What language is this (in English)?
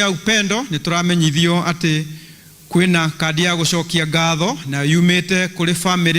Kikuyu